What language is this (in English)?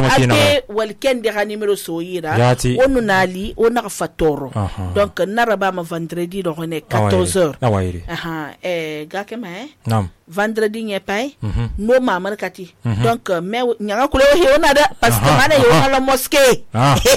Susu